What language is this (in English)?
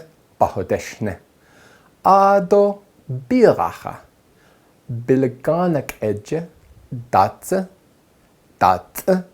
Navajo